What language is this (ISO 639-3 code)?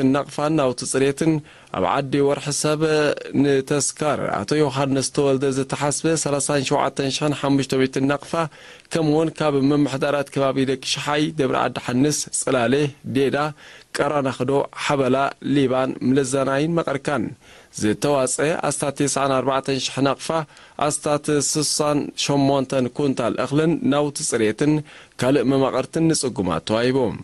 tir